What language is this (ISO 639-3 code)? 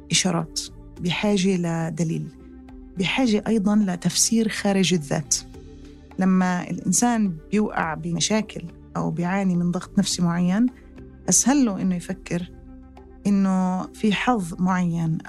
apc